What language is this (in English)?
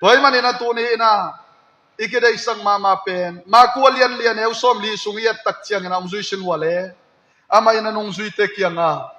Tedim Chin